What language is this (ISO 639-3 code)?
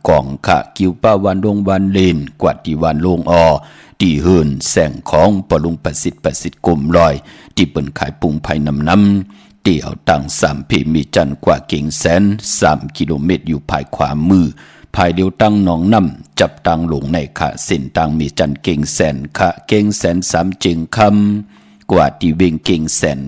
shn